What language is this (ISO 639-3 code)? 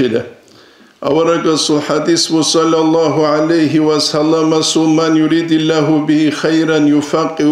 ava